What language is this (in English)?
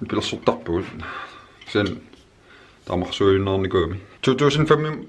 Kalaallisut